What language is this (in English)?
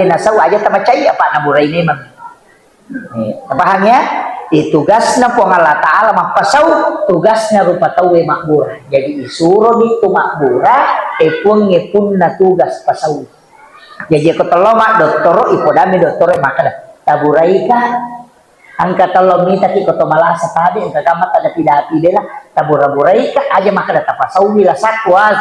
Buginese